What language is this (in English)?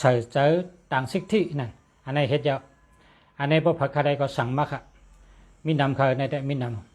Shan